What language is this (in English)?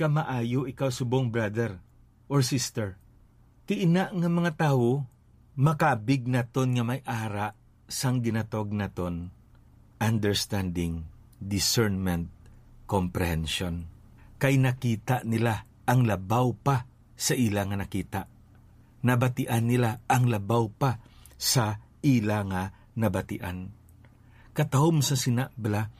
Hiligaynon